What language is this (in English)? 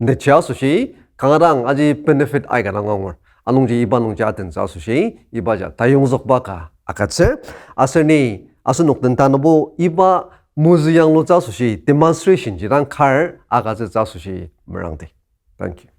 Ao Naga